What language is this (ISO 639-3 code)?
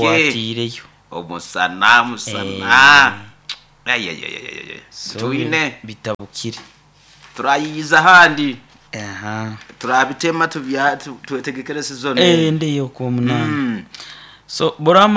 nyo